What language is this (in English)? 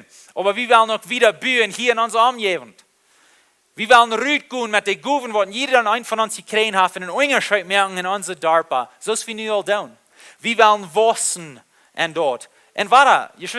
Plautdietsch